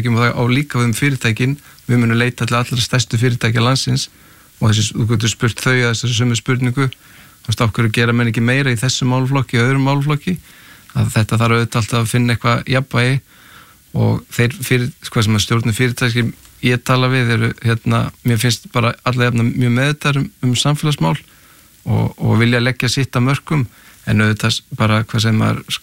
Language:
Icelandic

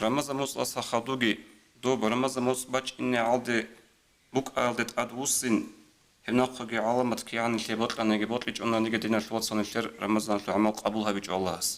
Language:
Avaric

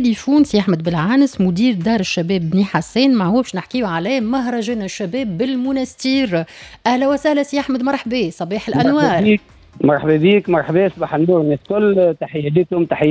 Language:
Tunisian Arabic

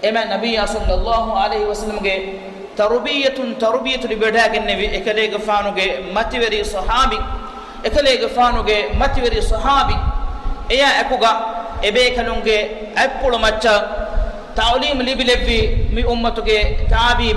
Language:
Divehi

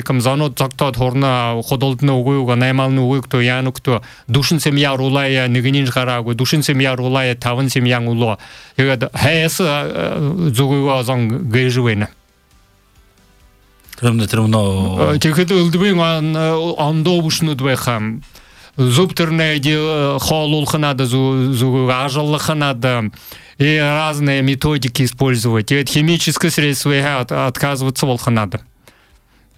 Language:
Buriat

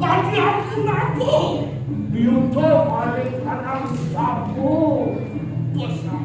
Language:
Balinese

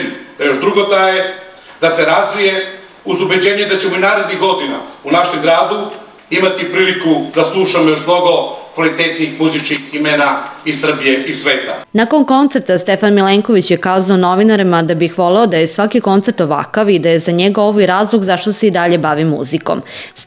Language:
Serbian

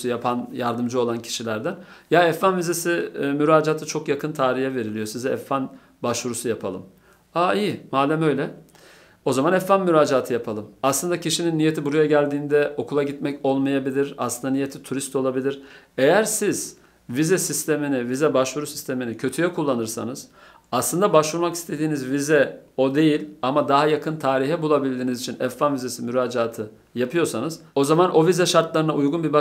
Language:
Turkish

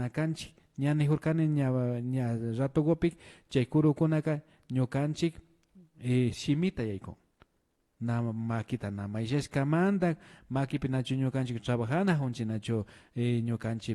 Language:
Imbabura Highland Quichua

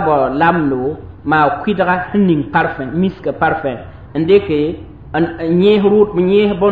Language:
Mossi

